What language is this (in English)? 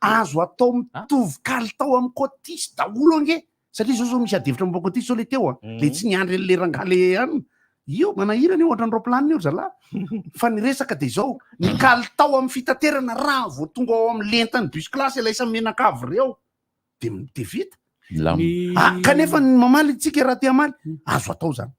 Malagasy